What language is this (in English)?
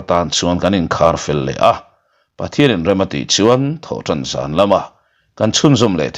Mizo